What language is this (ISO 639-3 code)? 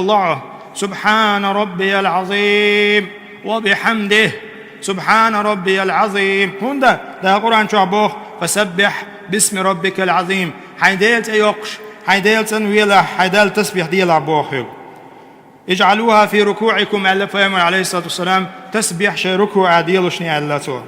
che